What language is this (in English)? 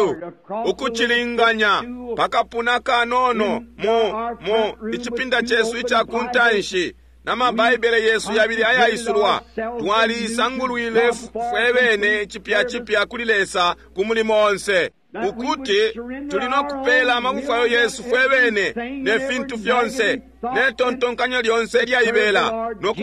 Bemba